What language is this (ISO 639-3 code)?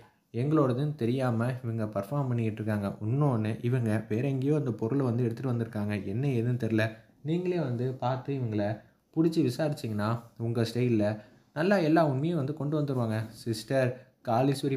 tam